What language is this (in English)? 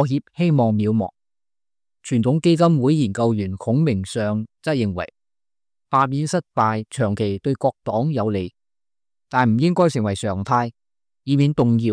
Cantonese